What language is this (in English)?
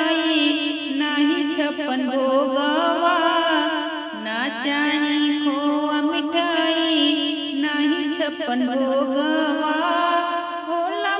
Bhojpuri